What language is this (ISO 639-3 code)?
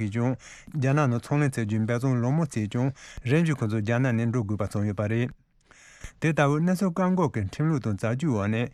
bod